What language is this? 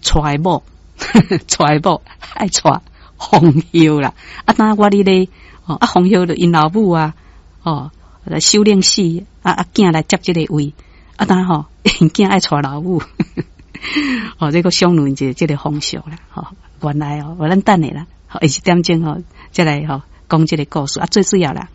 Min Nan Chinese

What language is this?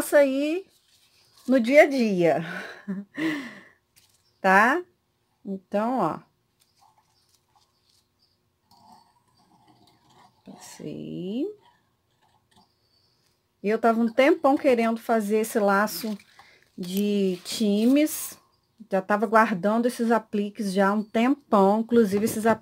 Portuguese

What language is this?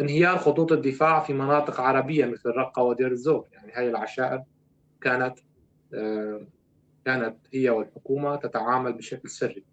North Levantine Arabic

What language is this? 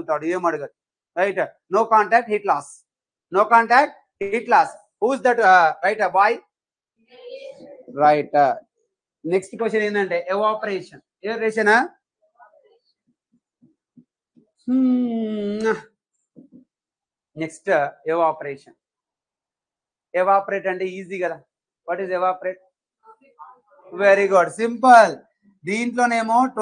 Telugu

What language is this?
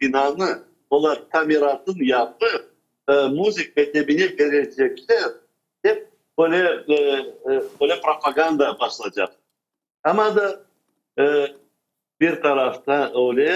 Crimean Tatar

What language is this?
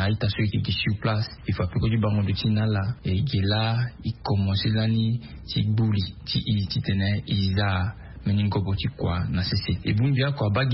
Sango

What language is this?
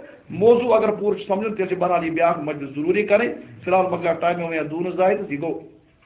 Kashmiri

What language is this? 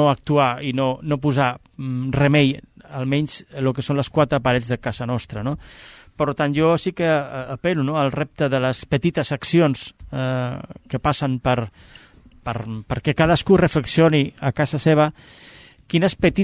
Catalan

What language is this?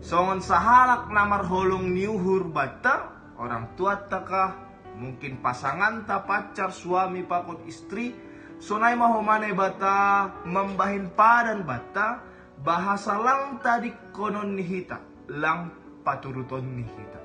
Batak Simalungun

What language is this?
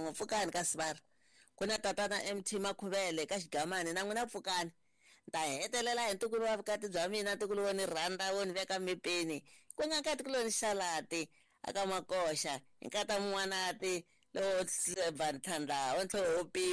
Tsonga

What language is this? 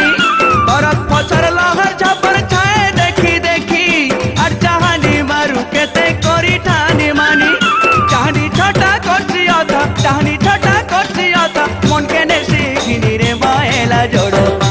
Sambalpuri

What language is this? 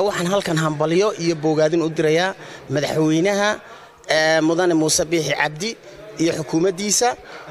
Somali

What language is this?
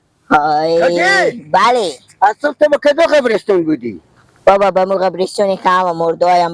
Persian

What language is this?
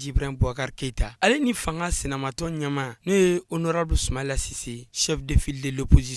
Bambara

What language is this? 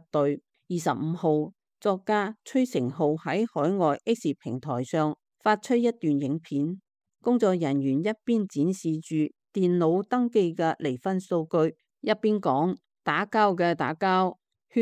Cantonese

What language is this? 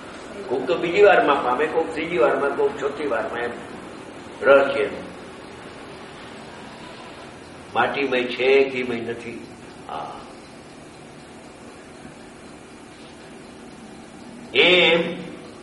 Gujarati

